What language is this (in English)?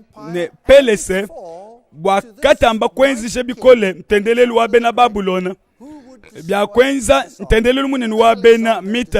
Luba-Lulua